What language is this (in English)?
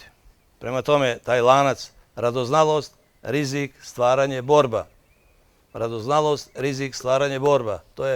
Bosnian